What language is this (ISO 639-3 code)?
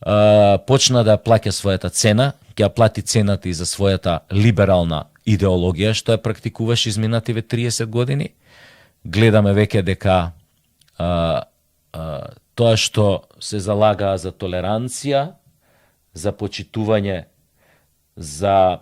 mkd